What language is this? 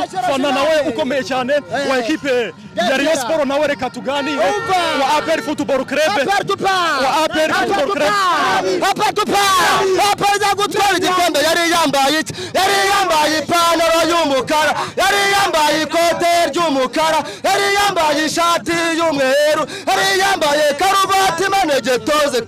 Kinyarwanda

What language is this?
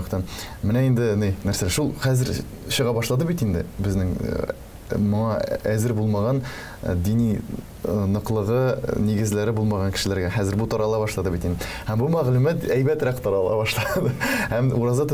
Tatar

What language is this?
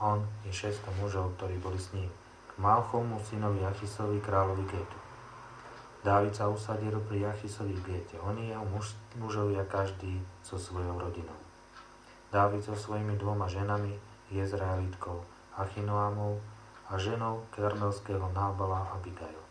Slovak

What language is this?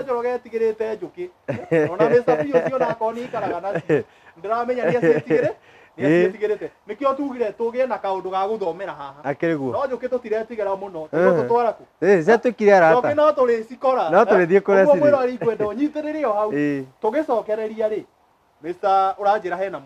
Kikuyu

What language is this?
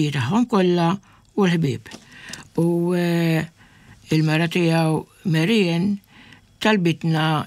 Maltese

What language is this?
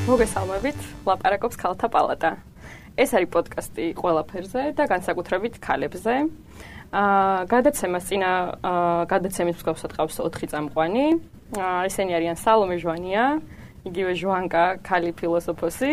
Georgian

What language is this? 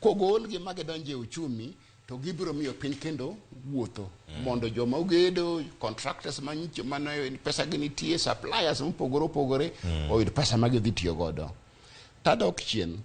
Luo (Kenya and Tanzania)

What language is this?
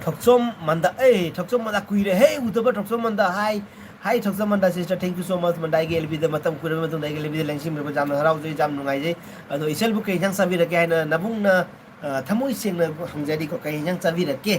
Manipuri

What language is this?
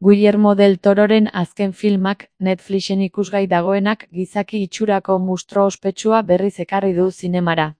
Basque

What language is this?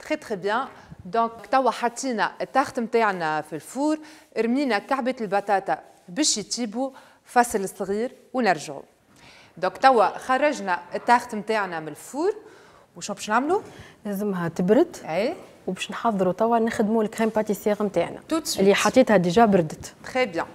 Tunisian Arabic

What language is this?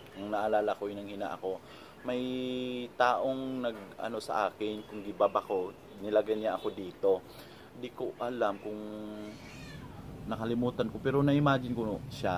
Filipino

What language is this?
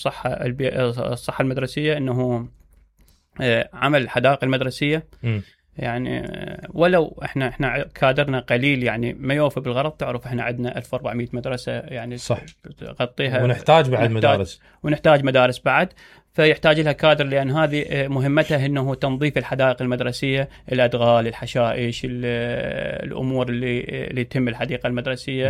Mesopotamian Arabic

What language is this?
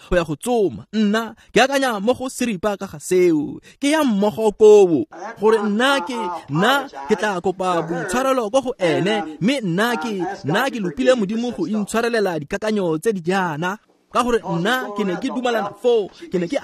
Tswana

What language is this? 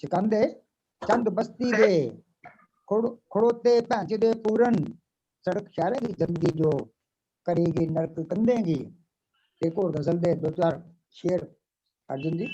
Dogri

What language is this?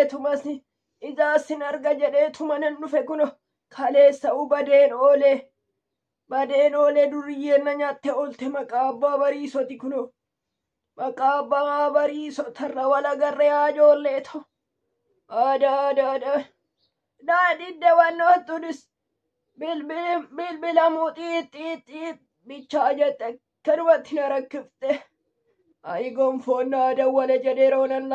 Oromo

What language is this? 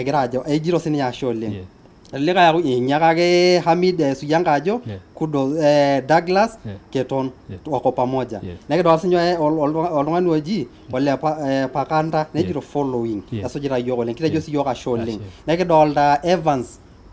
Masai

